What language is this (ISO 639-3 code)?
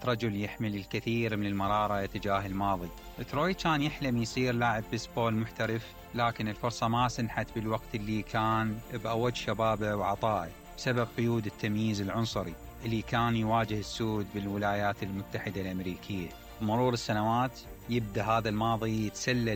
acm